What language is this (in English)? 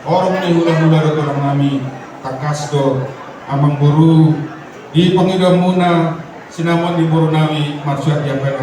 Batak Toba